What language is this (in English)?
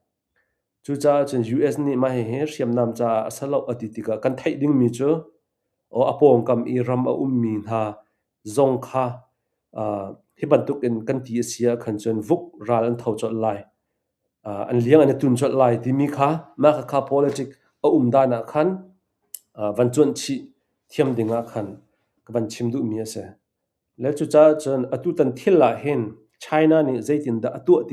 Hakha Chin